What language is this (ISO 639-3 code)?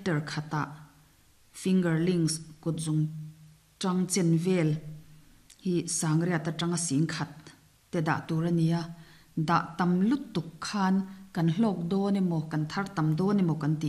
lus